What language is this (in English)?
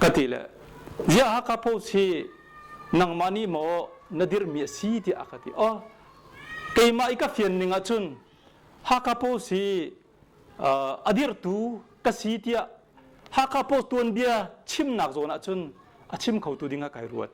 Hakha Chin